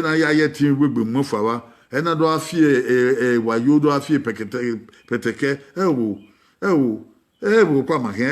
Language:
Bini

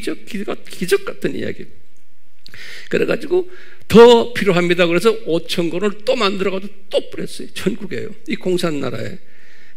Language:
Korean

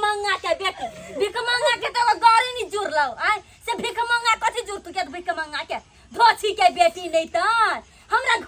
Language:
Maithili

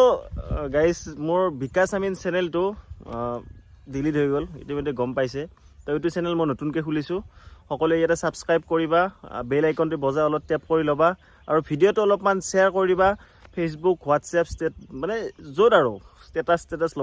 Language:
Assamese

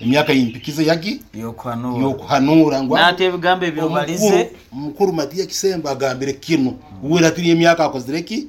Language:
Nyoro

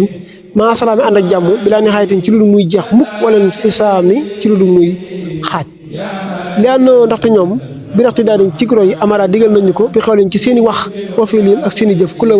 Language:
Wolof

